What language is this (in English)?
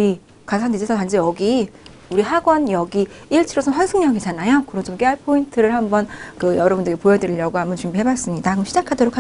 Korean